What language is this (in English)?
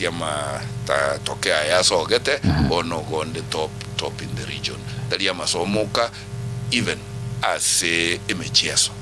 Gusii